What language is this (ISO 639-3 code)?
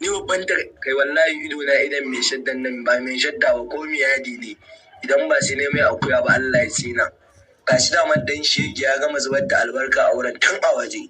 hau